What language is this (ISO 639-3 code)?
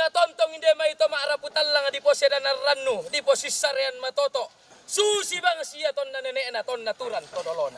sda